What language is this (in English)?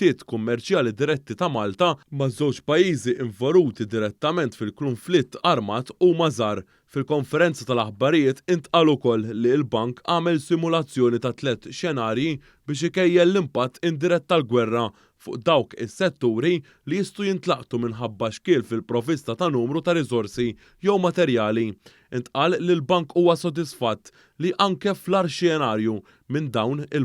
Maltese